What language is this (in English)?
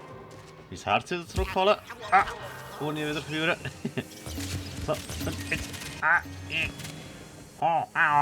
Swiss German